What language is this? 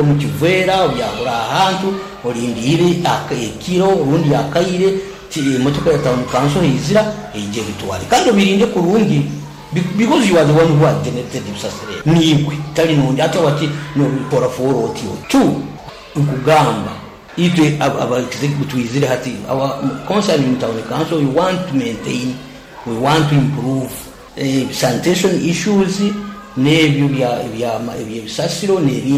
Nyoro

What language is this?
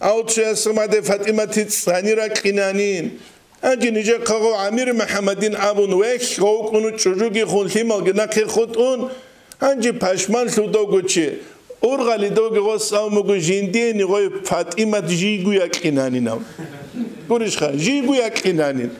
Avaric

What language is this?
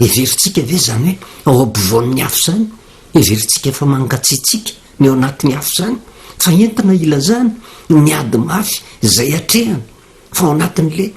Malagasy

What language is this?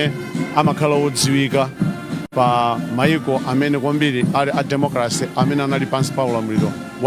Nyanja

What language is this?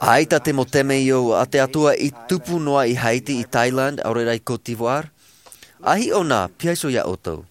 Tahitian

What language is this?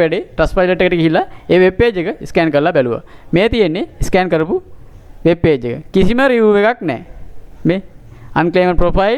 Sinhala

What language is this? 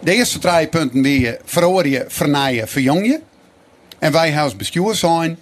Western Frisian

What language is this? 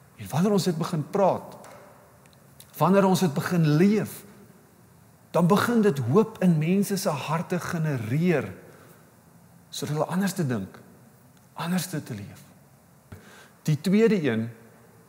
Afrikaans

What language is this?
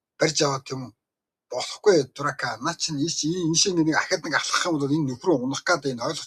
Mongolian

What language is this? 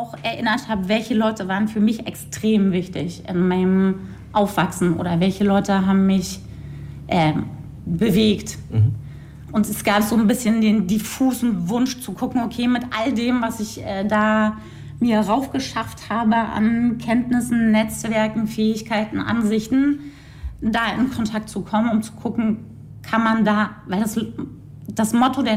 German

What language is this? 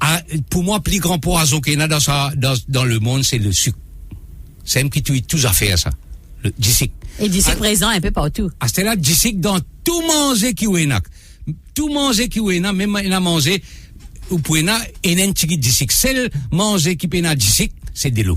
Morisyen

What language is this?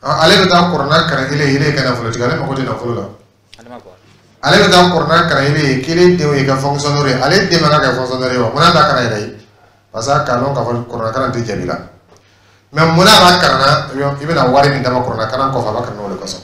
Dyula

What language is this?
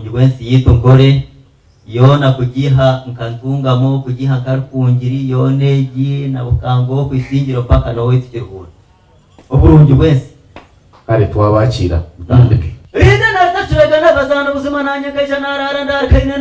Nyankole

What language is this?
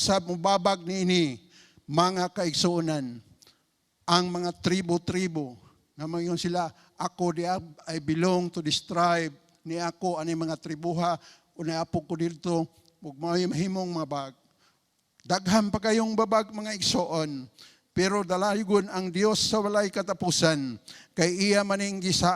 Cebuano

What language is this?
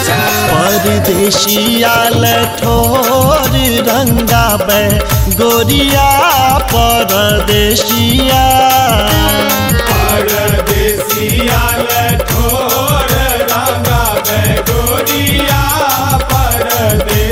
Maithili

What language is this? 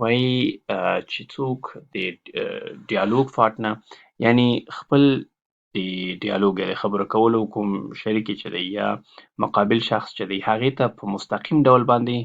Pashto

